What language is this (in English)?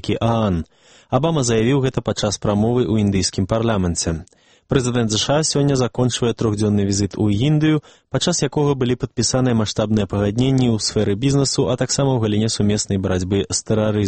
Belarusian